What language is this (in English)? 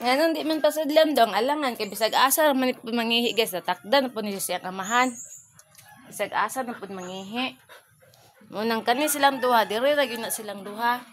Cebuano